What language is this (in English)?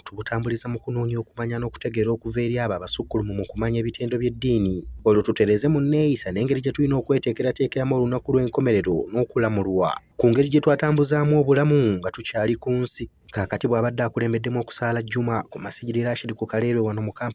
Ganda